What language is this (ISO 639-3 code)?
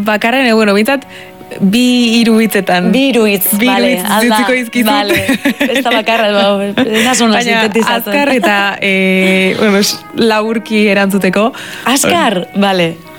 eus